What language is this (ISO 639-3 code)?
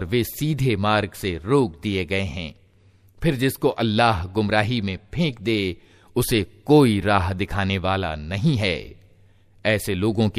hin